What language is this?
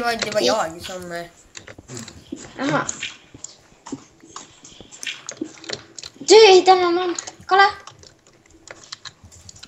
Swedish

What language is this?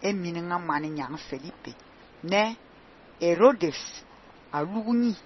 Fang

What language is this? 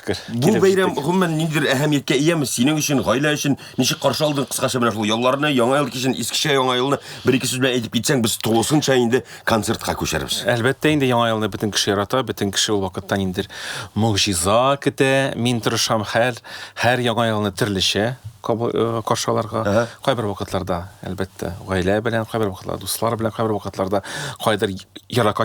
Tatar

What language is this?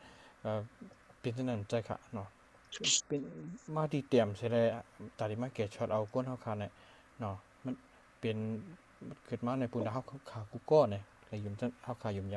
Shan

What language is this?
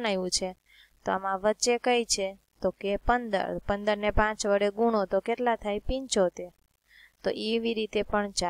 Gujarati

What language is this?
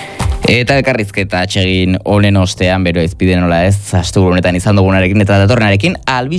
Basque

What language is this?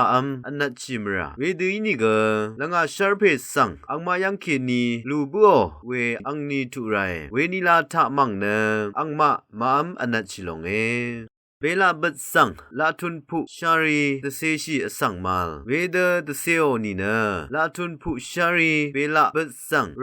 Rawang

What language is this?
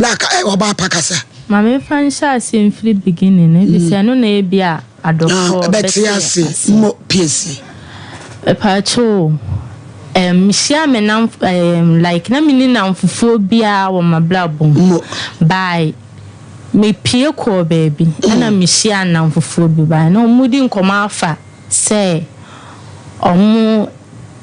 Akan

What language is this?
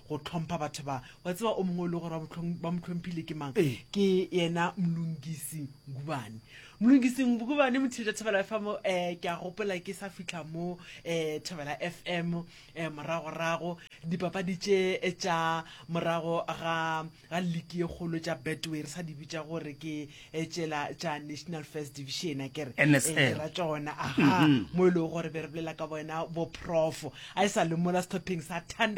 Northern Sotho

